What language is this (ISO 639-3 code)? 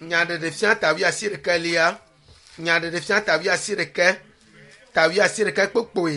ewe